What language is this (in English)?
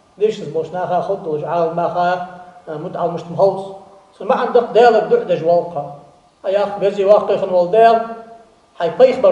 Ingush